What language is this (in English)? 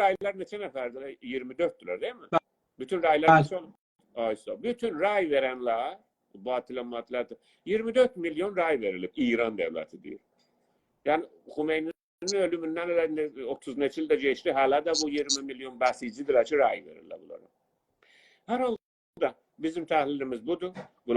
South Azerbaijani